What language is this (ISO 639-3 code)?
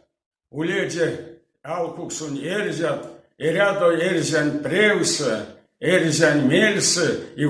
myv